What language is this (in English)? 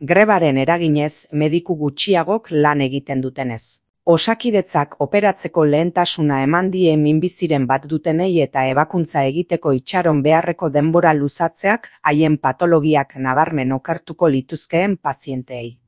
Basque